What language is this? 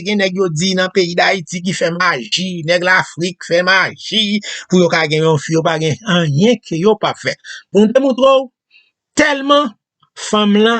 Haitian Creole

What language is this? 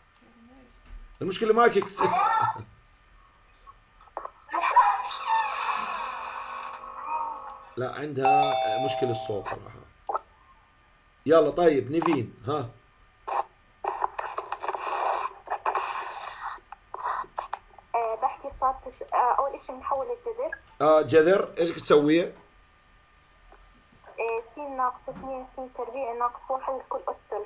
South Levantine Arabic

